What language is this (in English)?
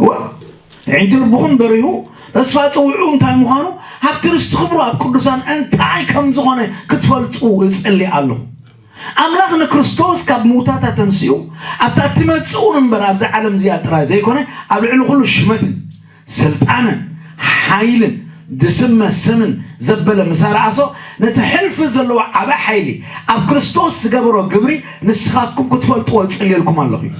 Tigrinya